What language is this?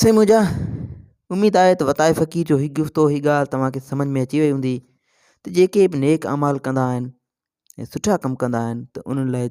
Sindhi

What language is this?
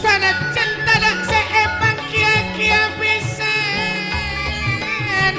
Madurese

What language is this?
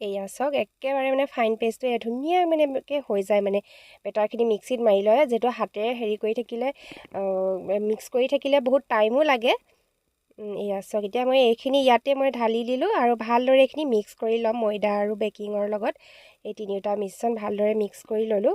Assamese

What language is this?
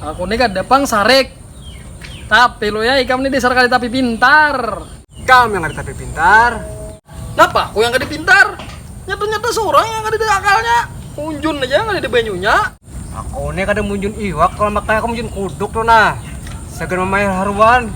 Banjar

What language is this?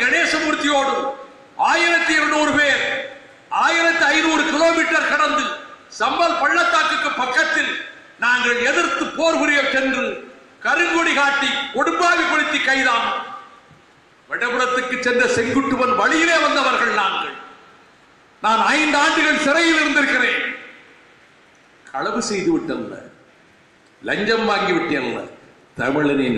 Tamil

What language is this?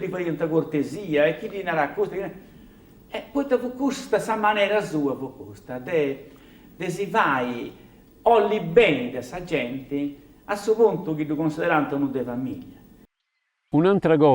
Sardinian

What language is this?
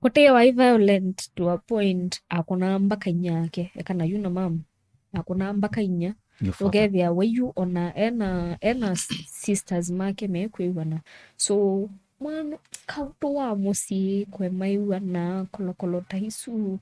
Kamba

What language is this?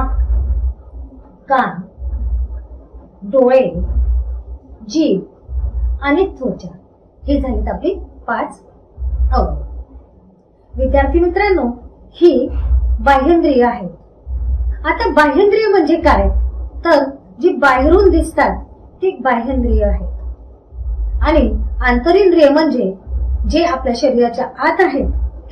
Marathi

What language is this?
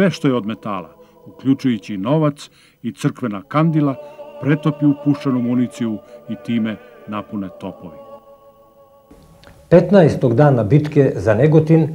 Serbian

